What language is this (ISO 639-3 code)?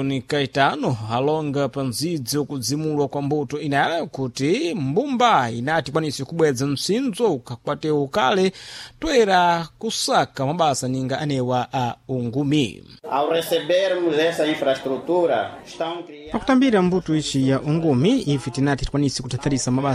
seh